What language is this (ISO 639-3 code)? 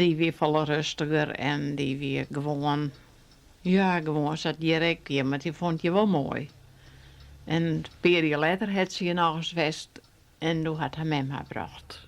fry